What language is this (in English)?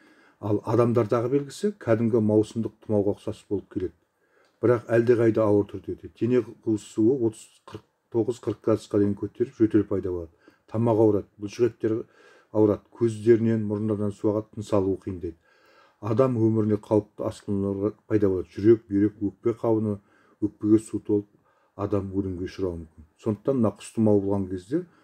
Kazakh